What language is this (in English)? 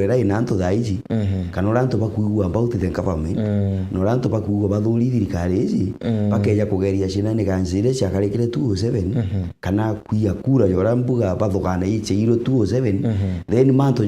Meru